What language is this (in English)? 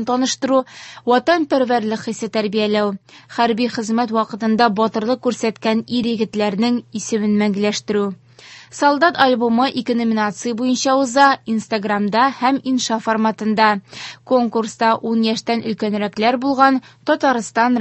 Tatar